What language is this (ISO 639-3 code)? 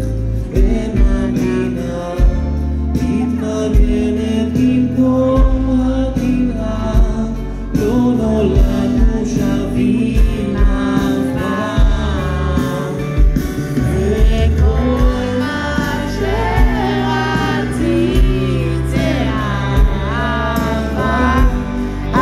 heb